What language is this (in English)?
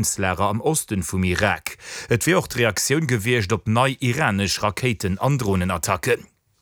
Luxembourgish